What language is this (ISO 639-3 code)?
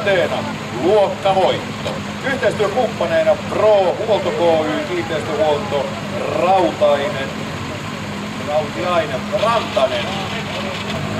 fin